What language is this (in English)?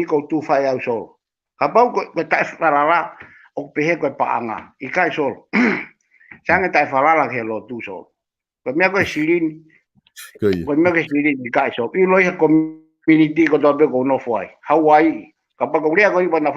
Tongan